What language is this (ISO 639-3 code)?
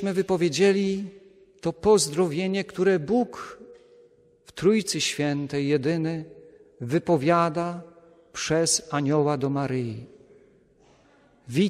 pol